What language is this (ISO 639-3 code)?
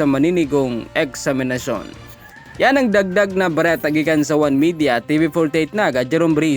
bik